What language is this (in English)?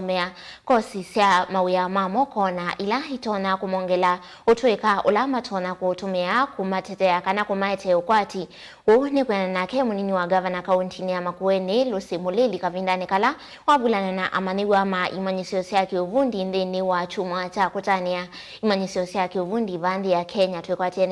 Kamba